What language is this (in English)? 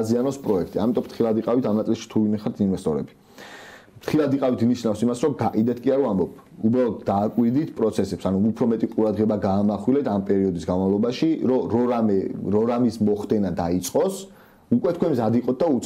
Georgian